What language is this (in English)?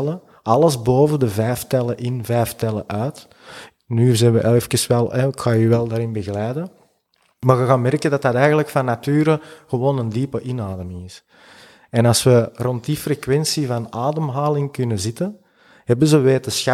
Dutch